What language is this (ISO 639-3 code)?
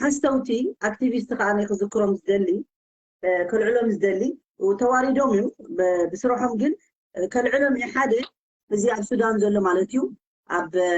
tir